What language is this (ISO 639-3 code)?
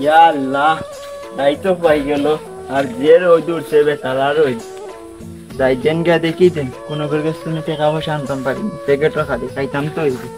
syl